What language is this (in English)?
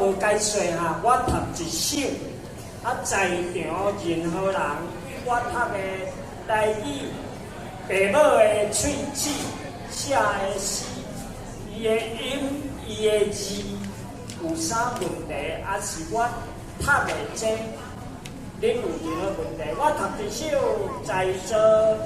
Min Nan Chinese